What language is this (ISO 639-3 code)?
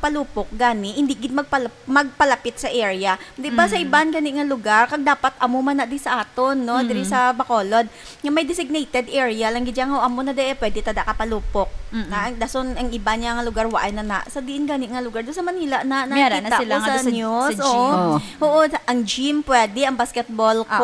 hil